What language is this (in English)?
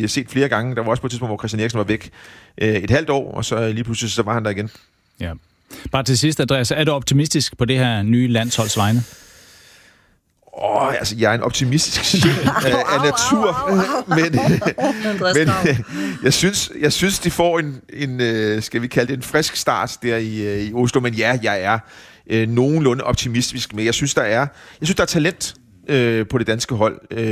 Danish